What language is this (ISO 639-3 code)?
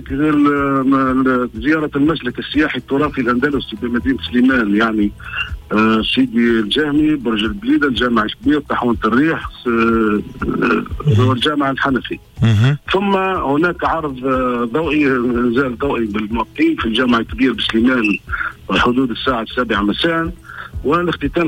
aeb